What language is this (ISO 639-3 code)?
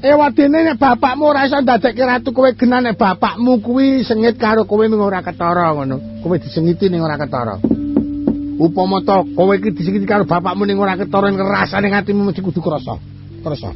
jav